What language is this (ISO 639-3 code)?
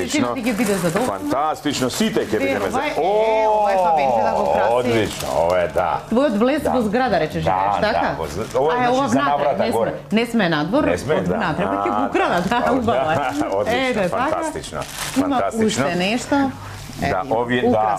mkd